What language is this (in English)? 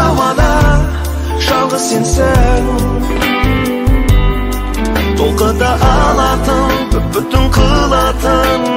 Kazakh